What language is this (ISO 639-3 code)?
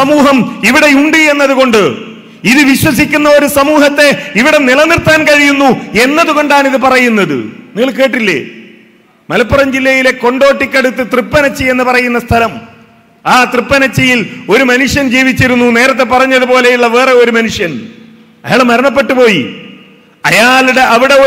mal